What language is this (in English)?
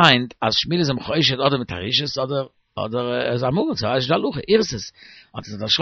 Yiddish